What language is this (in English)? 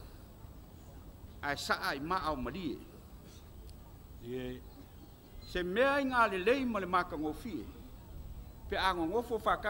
Samoan